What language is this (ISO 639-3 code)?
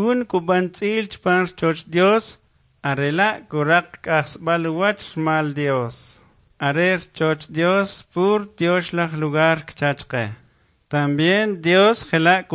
quc